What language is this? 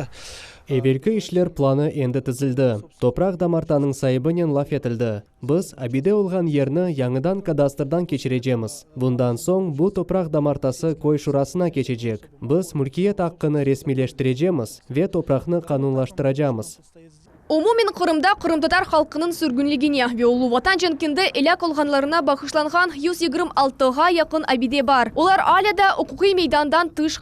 Crimean Tatar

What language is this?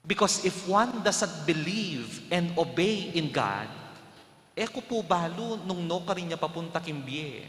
Pampanga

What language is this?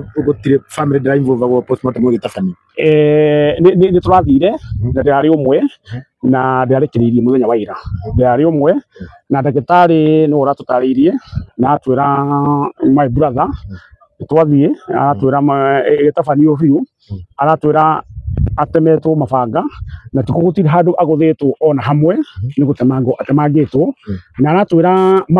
Kikuyu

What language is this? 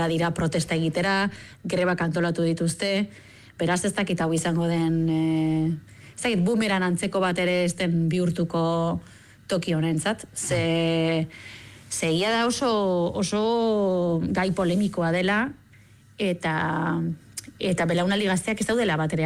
Basque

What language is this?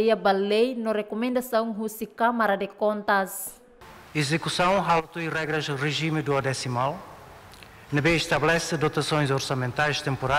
Tetum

